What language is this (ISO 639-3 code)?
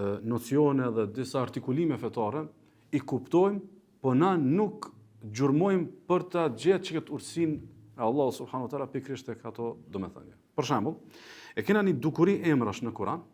sqi